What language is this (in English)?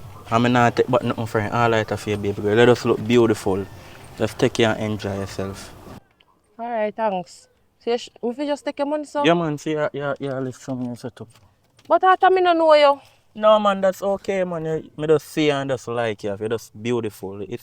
Jamaican Creole English